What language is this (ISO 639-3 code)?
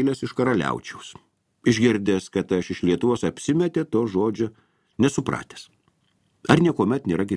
lit